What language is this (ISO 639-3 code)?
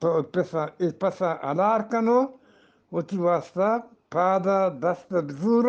bgp